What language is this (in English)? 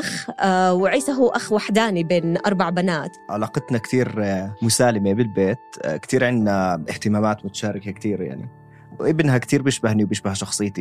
North Levantine Arabic